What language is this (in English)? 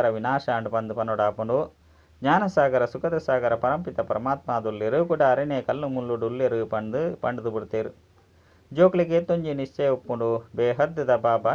Tulu